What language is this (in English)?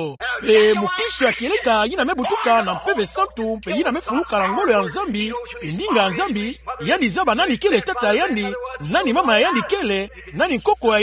Kituba (Democratic Republic of Congo)